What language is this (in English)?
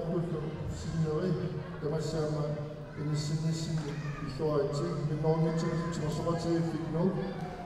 Kalaallisut